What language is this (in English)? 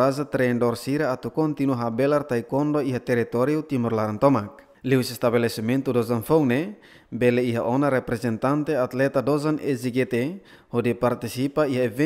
Tetum